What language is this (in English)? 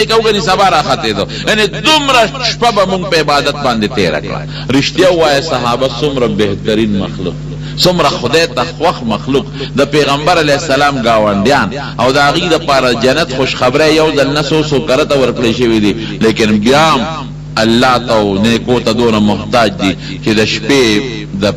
Pashto